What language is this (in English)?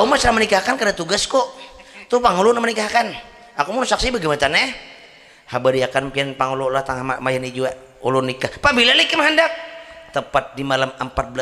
Banjar